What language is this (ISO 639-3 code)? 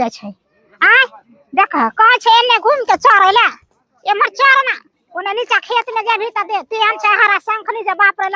mai